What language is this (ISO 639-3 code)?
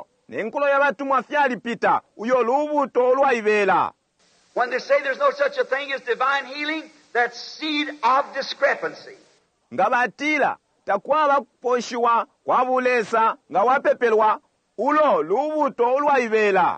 bem